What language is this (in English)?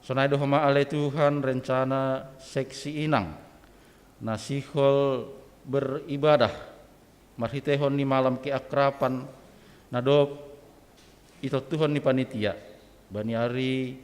Batak Simalungun